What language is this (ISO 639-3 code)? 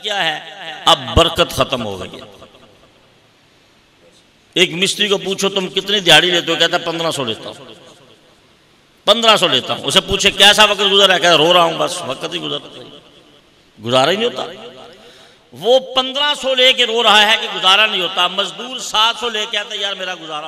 urd